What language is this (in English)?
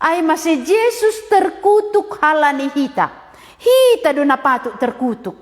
Batak Simalungun